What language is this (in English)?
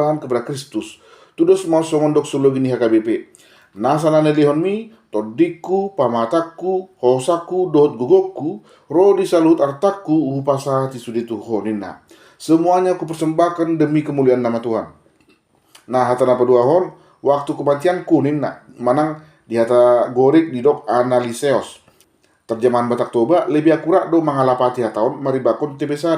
Batak Toba